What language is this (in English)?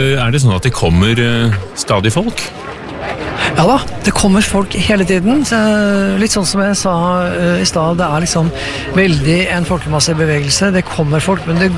Norwegian